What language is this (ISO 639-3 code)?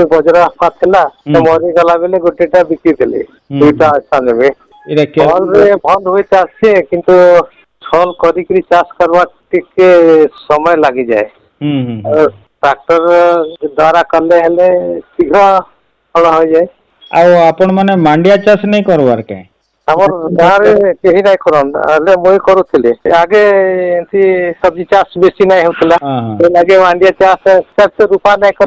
ori